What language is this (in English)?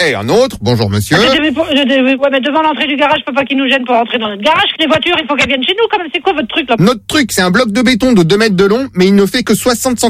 French